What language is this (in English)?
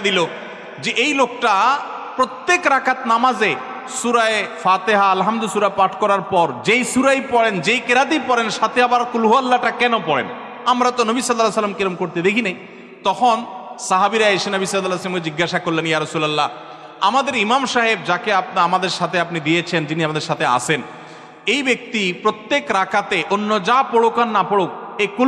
Bangla